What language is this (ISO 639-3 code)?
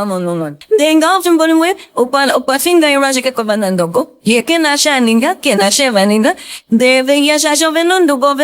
ndo